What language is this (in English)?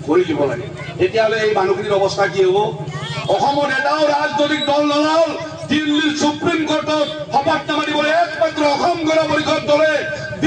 Assamese